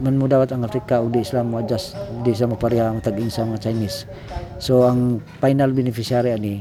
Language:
Cebuano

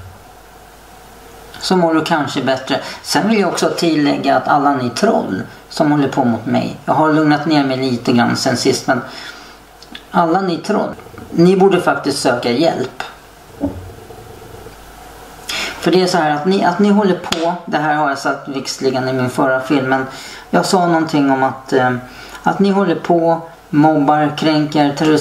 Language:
Swedish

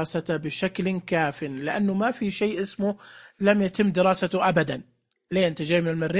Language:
Najdi Arabic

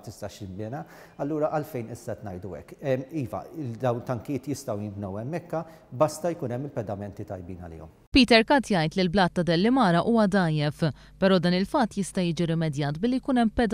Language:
Maltese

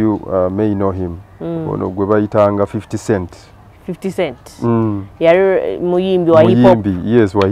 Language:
Ganda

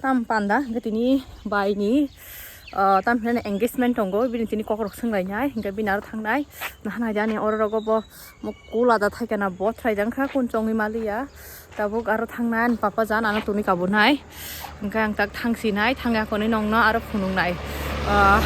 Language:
Kok Borok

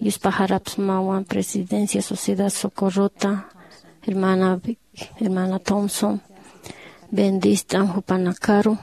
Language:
Aymara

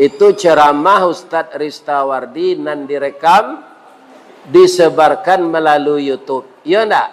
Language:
Minangkabau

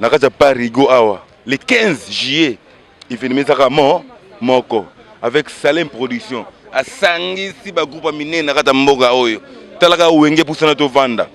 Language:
Lingala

